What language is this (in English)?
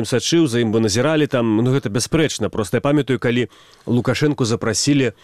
Belarusian